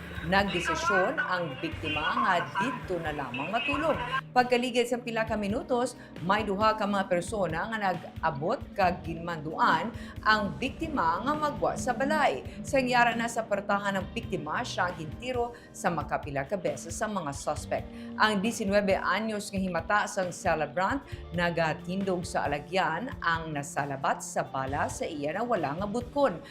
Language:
Hiligaynon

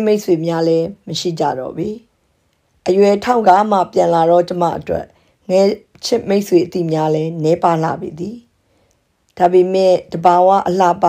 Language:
Burmese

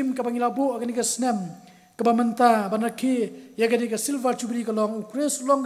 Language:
Khasi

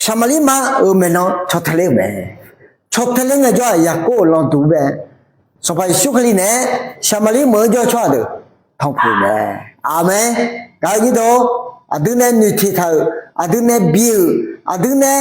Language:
Akha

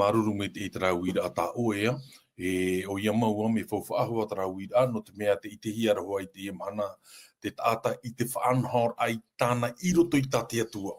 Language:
Tahitian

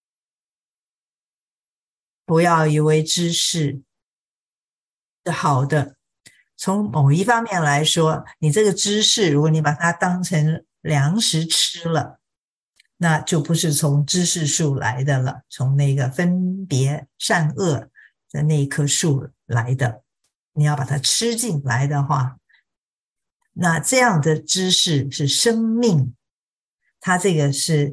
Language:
Chinese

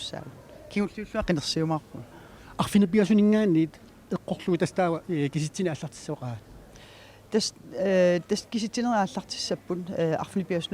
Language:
Kalaallisut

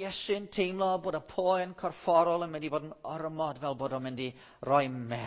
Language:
Welsh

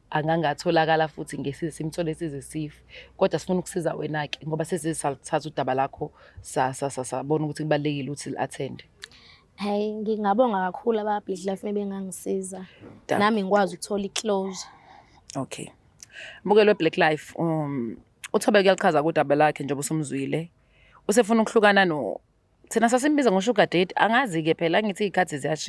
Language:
Zulu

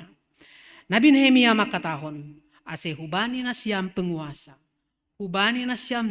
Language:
Batak Simalungun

